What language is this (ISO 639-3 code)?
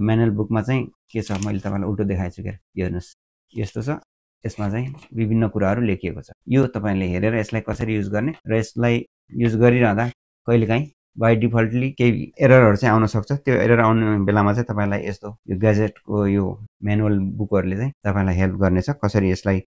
nep